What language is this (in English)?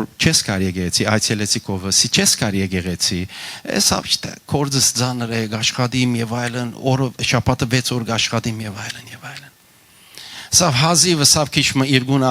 Western Armenian